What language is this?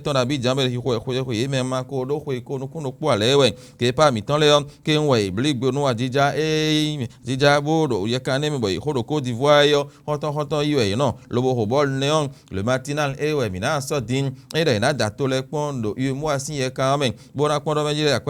Fon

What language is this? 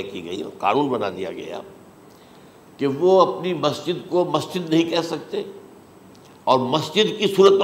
Urdu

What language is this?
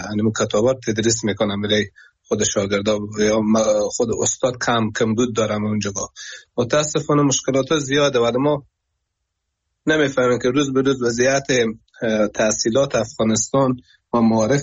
Persian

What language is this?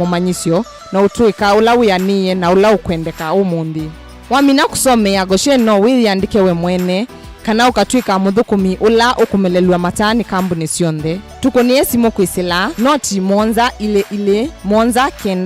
Kamba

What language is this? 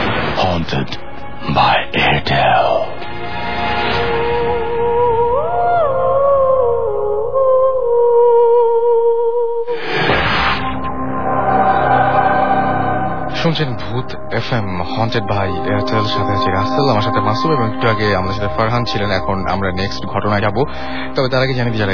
Bangla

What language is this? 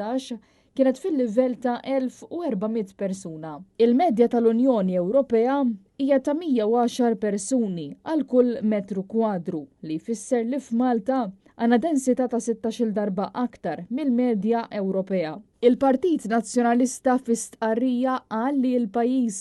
Maltese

